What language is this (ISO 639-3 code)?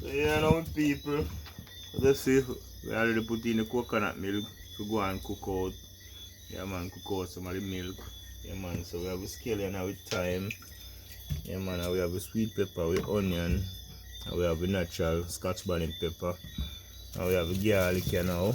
jam